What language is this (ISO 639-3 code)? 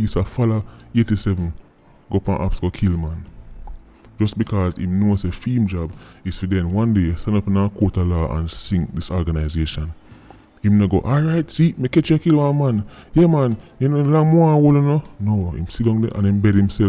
jam